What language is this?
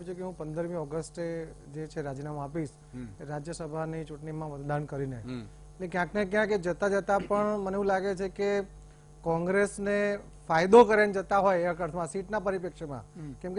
Gujarati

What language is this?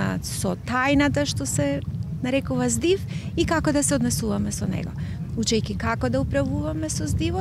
Macedonian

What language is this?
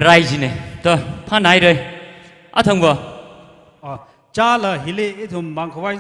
Tangkhul Naga (India)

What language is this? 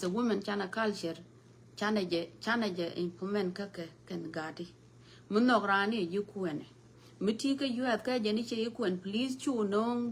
Nuer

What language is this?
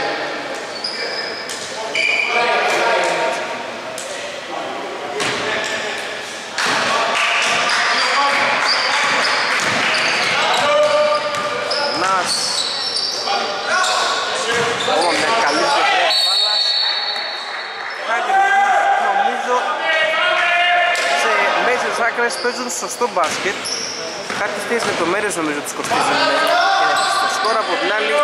Greek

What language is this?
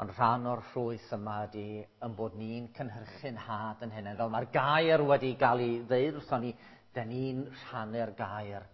Welsh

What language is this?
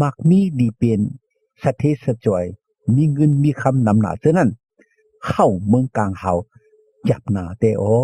Shan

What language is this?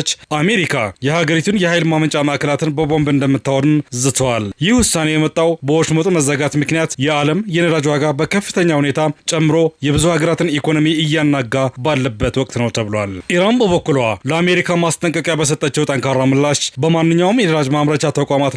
Amharic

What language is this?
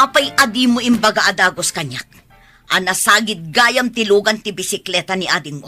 Iloko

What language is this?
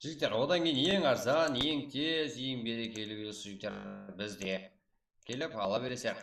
Kara-Kalpak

